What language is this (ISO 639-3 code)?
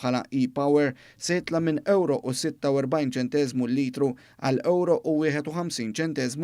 mlt